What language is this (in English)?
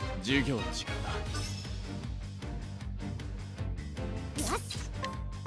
Japanese